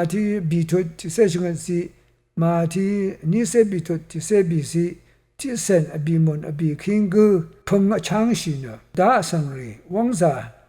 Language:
Rawang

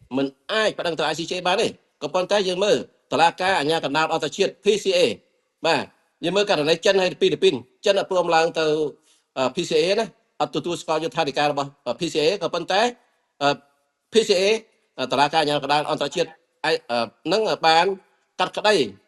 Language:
Khmer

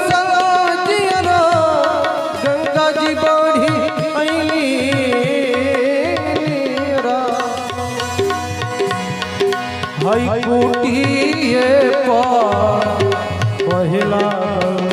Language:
Bhojpuri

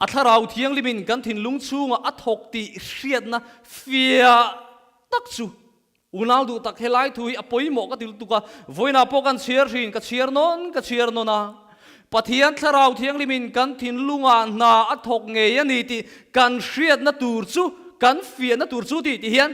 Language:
Mizo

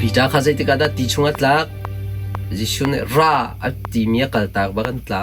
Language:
Hakha Chin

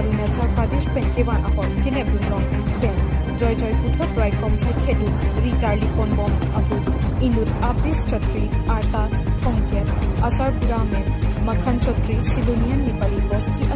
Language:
Karbi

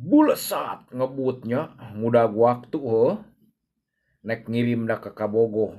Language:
Sundanese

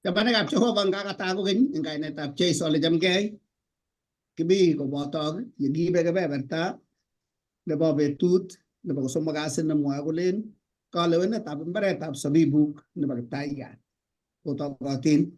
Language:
Kalenjin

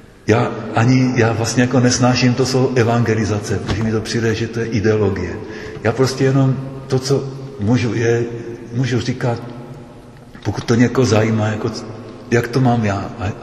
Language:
Czech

